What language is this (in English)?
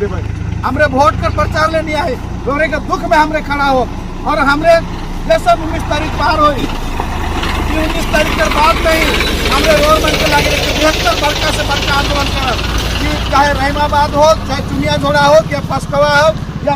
Sadri